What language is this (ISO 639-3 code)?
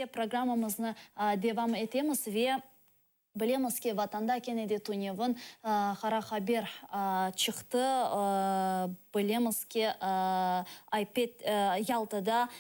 crh